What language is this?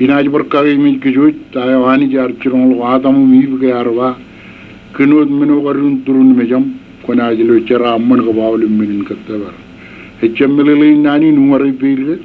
Marshallese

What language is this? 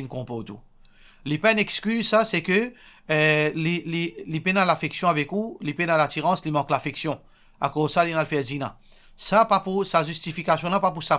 Morisyen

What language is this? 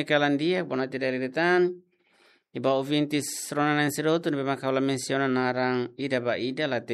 Tetum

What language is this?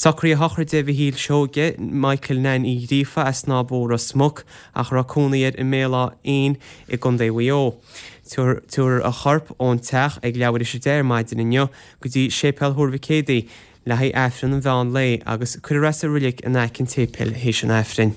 Irish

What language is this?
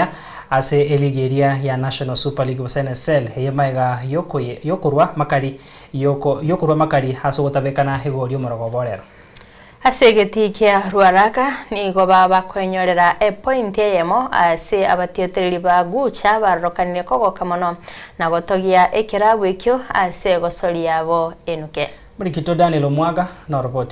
Gusii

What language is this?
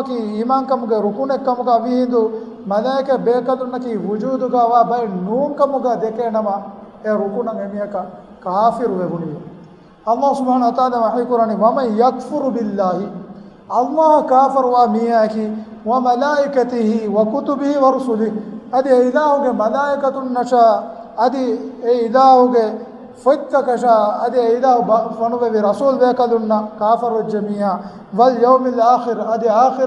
Divehi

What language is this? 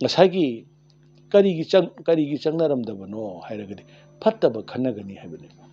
Manipuri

